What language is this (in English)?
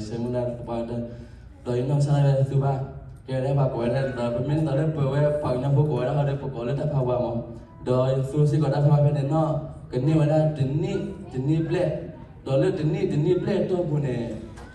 S'gaw Karen